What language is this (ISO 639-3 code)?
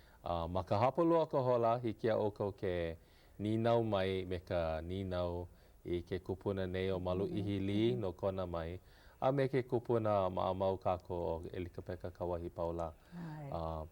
haw